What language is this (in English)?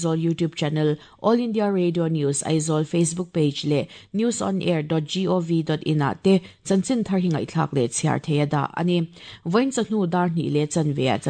Mizo